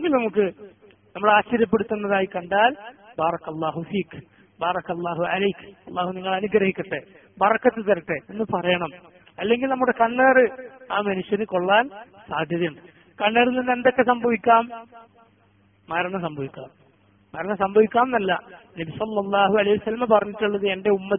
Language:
Malayalam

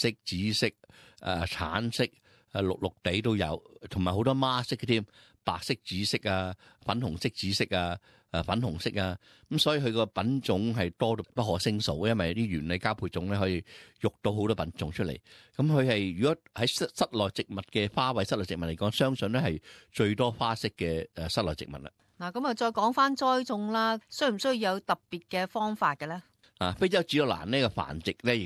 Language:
Cantonese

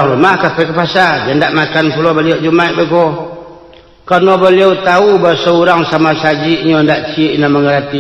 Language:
Minangkabau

